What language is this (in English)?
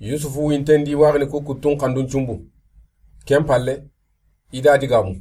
Soninke